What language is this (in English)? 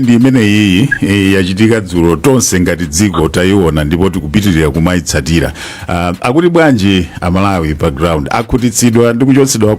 Nyanja